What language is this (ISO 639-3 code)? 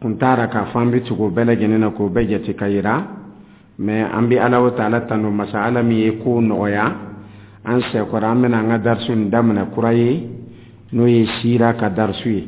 dyu